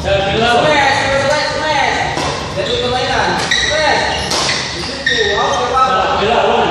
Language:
Ambonese Malay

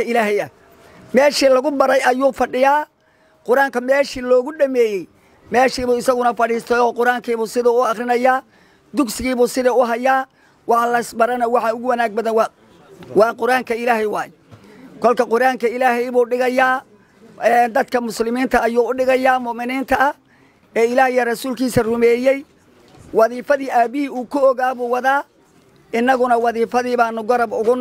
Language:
Somali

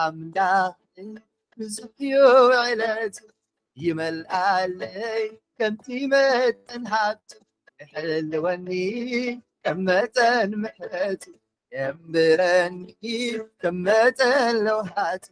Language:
Tigrinya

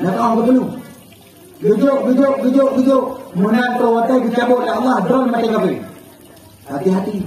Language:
Achinese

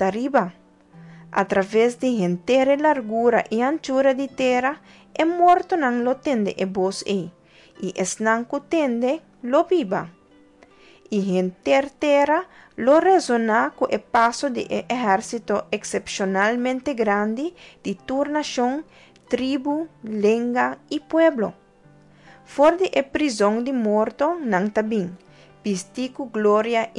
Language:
Papiamento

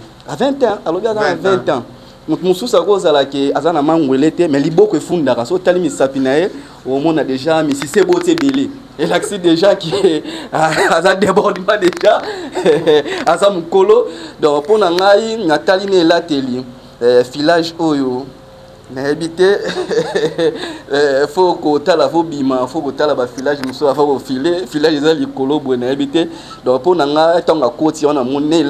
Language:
Lingala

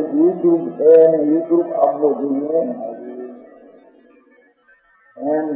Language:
Gujarati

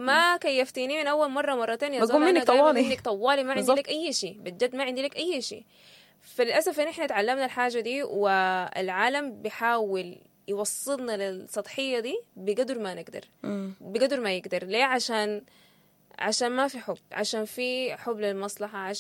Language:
Sudanese Arabic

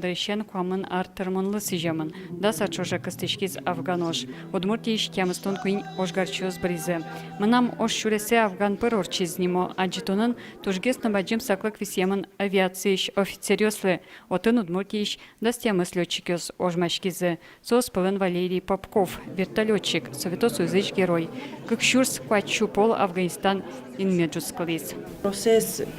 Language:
Udmurt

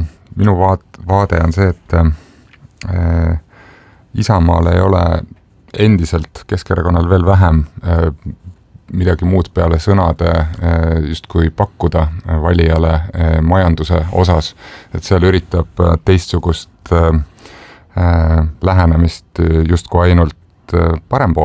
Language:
Estonian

